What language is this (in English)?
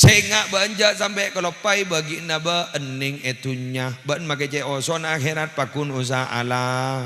Madurese